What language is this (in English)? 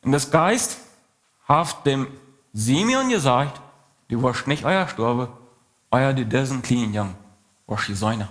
Plautdietsch